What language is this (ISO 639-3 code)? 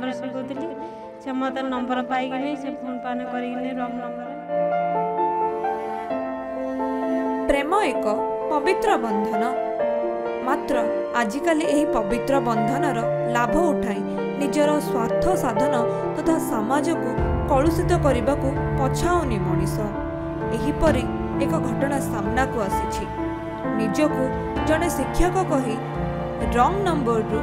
ori